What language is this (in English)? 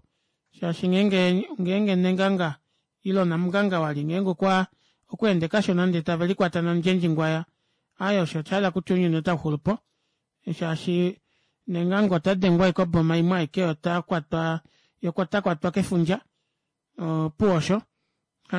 Kuanyama